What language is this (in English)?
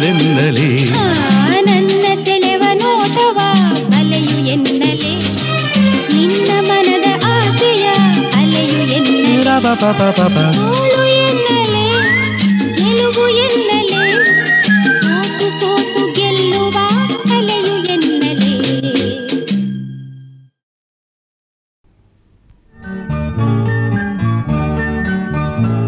Kannada